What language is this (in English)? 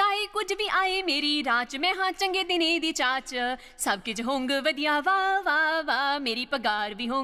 Dogri